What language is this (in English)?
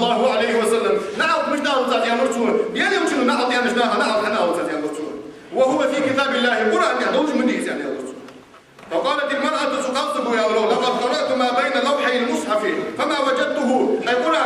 Ingush